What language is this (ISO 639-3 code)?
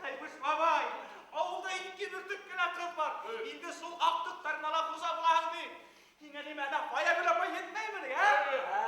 bak